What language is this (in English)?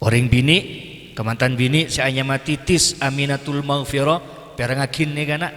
Madurese